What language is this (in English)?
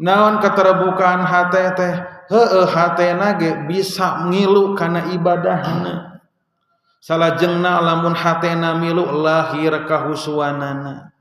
Sundanese